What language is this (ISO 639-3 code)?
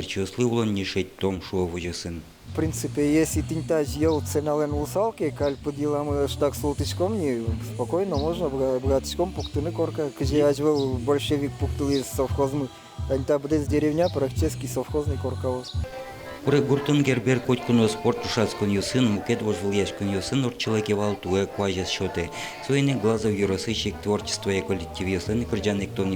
udm